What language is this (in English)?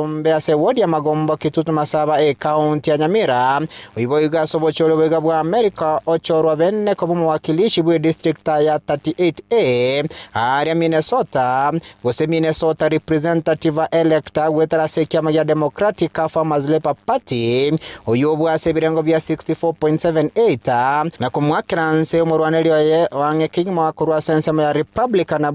Gusii